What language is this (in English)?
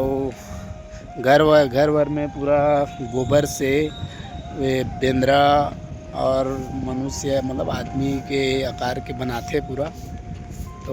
Chhattisgarhi